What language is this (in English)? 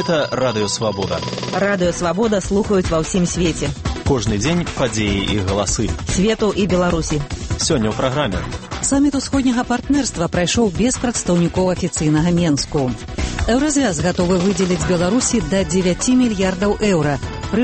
Belarusian